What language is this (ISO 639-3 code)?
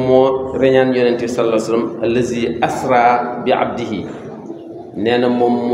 wol